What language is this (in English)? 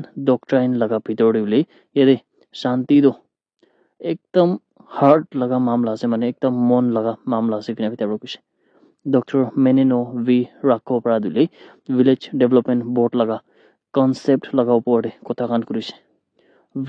Naga Pidgin